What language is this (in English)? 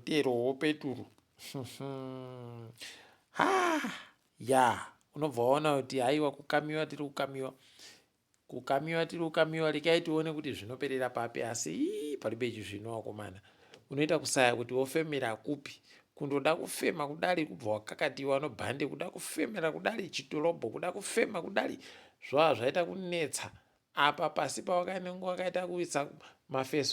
Ndau